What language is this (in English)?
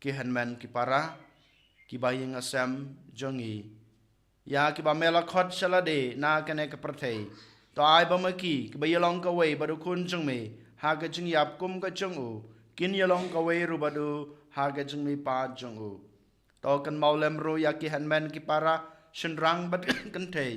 Khasi